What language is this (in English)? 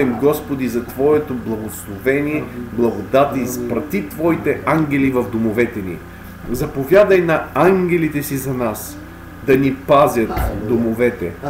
Bulgarian